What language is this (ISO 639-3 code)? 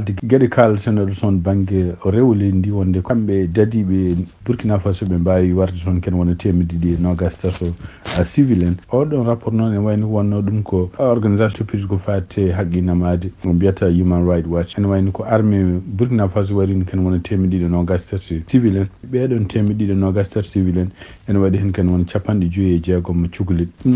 ful